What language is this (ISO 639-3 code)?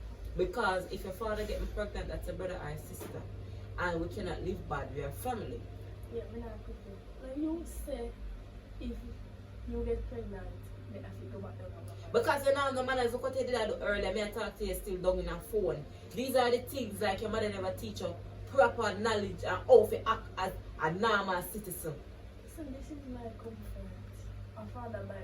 jam